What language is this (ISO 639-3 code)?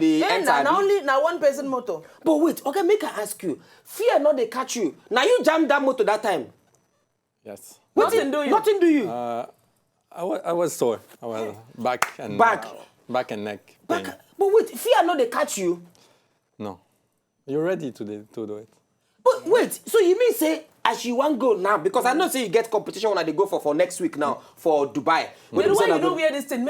pcm